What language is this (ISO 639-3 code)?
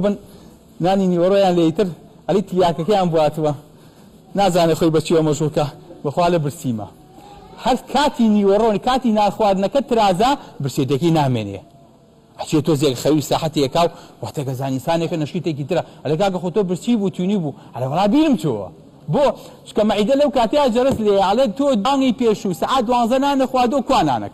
ckb